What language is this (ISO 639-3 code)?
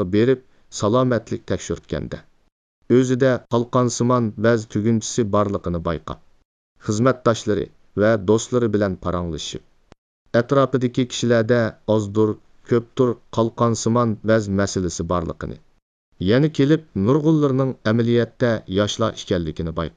uig